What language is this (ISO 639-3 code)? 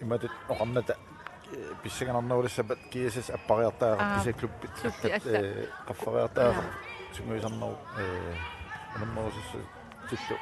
kal